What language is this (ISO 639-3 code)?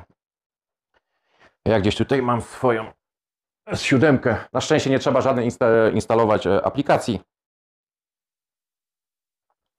pol